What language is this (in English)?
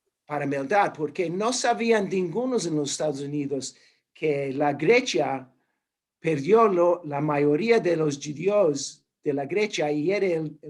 Ladino